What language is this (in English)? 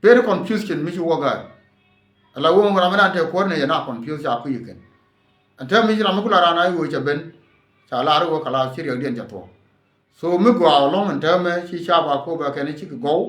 Nuer